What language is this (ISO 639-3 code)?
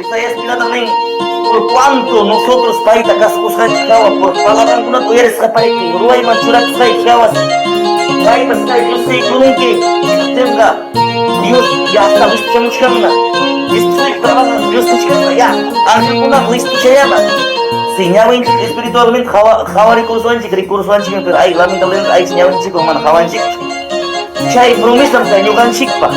que